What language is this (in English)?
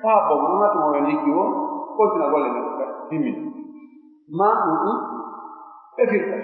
Pular